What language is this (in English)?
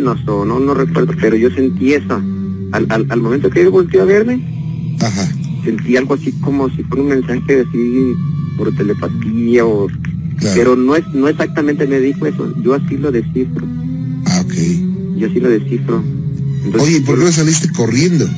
Spanish